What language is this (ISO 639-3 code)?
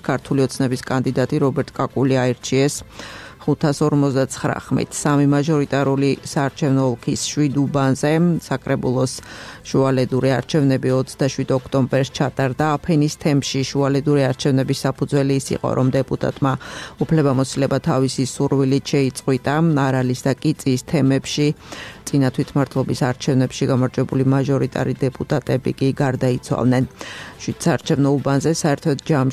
kat